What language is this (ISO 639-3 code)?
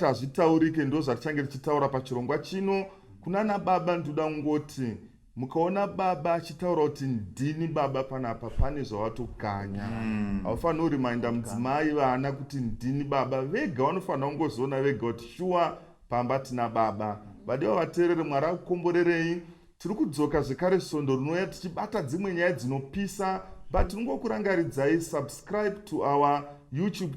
sna